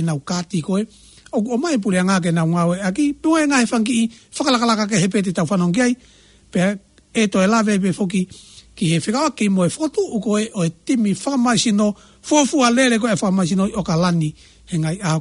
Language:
Tongan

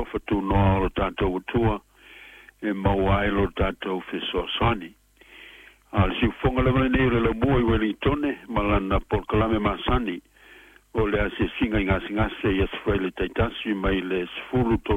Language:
Samoan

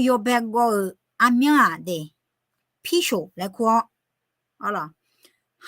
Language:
Akha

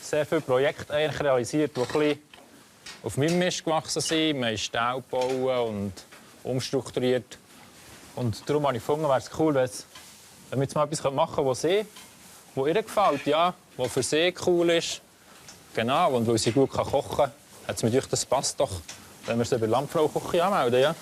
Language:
Swiss German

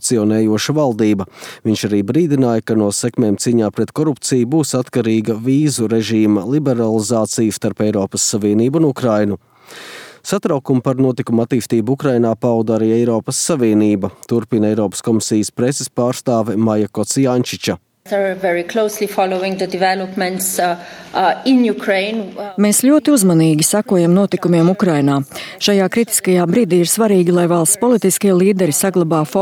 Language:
Latvian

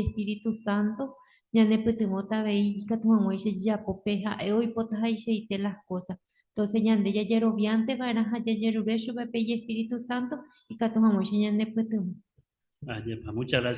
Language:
Guarani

